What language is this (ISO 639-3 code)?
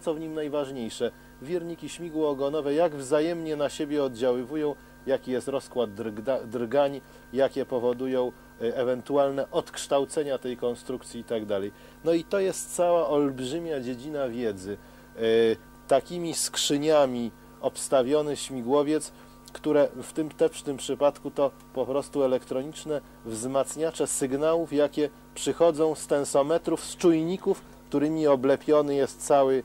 pol